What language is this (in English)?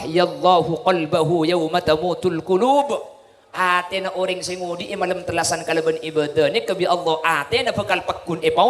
Madurese